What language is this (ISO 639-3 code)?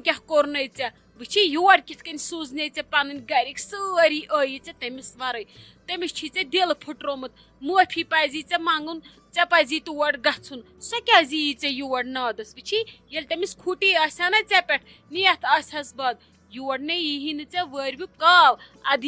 kas